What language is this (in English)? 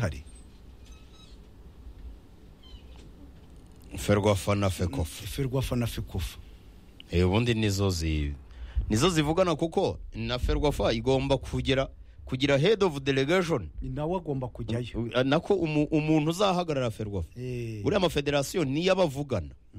Kinyarwanda